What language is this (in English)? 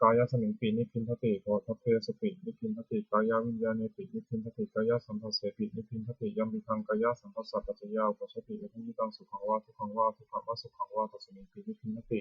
Pali